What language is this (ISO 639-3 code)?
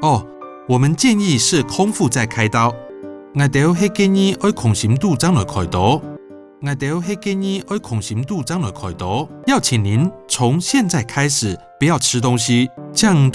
hak